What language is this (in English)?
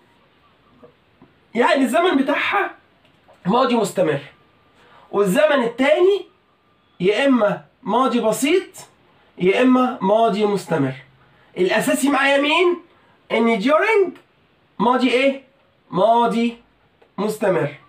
Egyptian Arabic